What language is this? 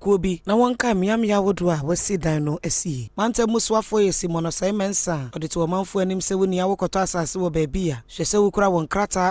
Akan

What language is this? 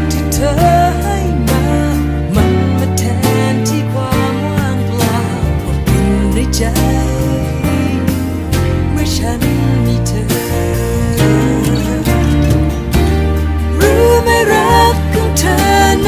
Thai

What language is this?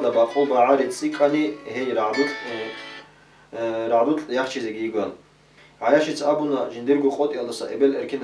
Avaric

